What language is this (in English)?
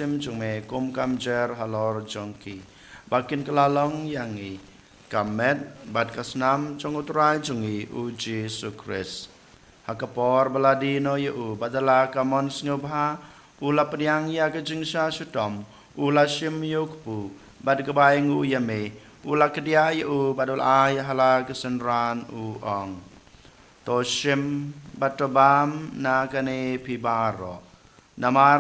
Khasi